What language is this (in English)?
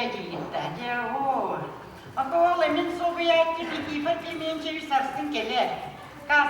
Yakut